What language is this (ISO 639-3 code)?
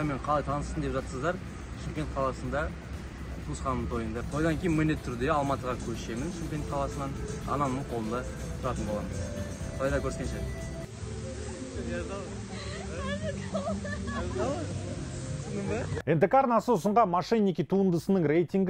kaz